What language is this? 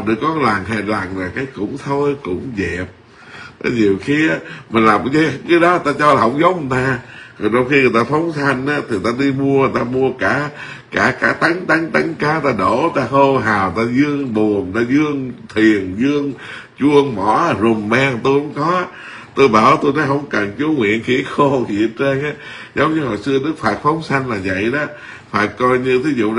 Vietnamese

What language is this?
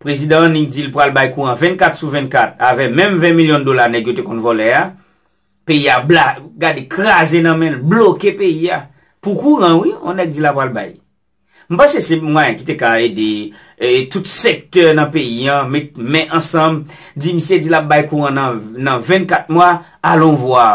Haitian Creole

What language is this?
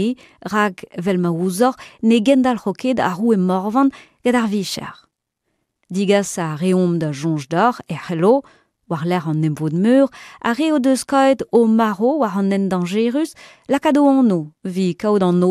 Breton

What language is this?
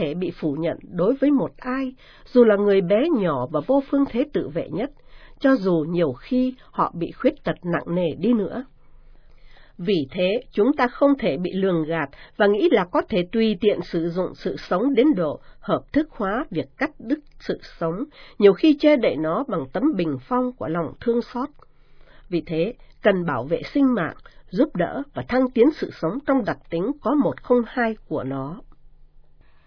Vietnamese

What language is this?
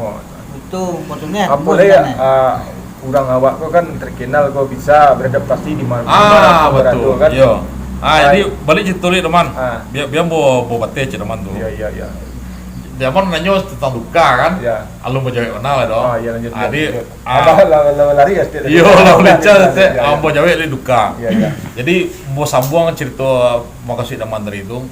Minangkabau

